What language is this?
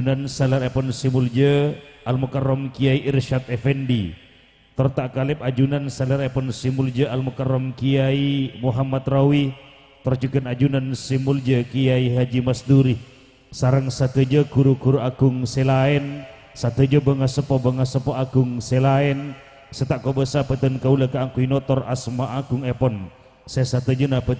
Madurese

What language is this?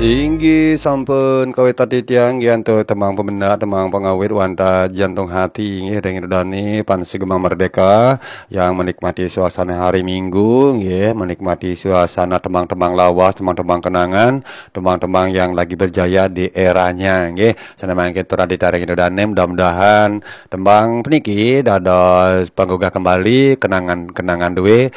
Balinese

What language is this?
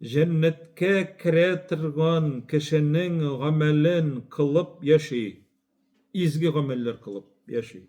Tatar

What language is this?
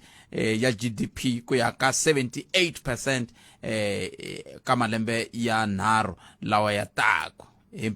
Tsonga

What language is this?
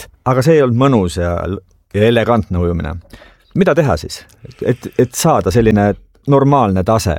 Estonian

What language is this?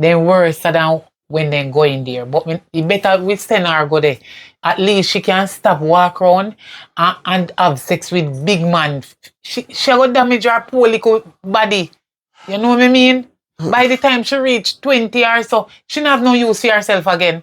Jamaican Creole English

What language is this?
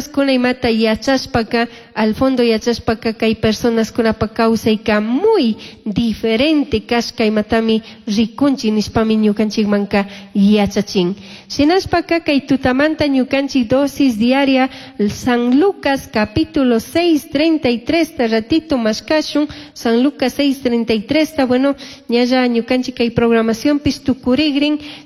Chimborazo Highland Quichua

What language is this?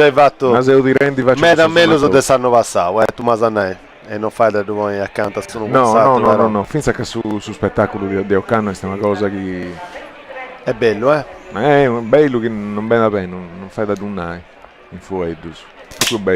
Sardinian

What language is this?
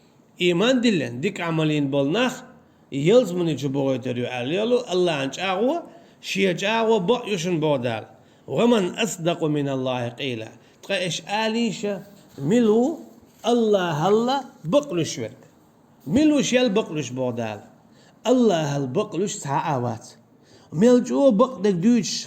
Chechen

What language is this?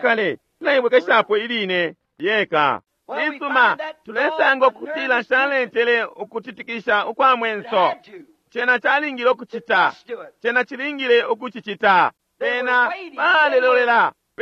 Bemba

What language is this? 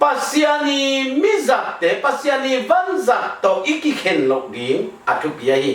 Tedim Chin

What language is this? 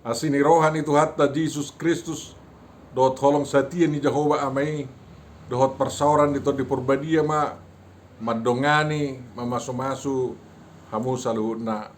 Batak Toba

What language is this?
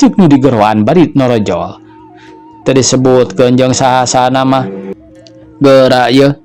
Sundanese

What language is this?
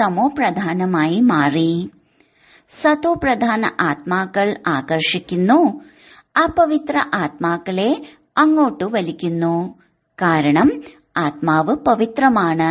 Malayalam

